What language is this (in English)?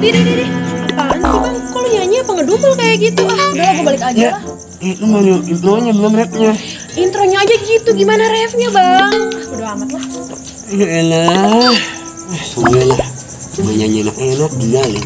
Betawi